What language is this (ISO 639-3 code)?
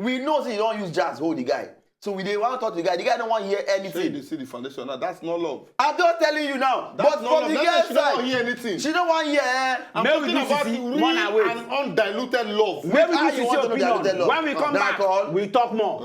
pcm